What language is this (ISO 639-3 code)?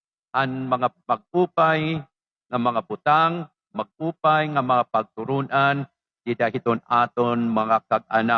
war